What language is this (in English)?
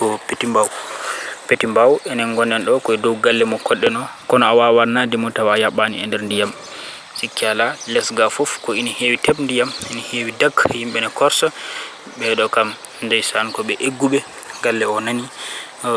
Fula